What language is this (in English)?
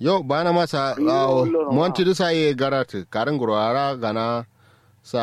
Kanuri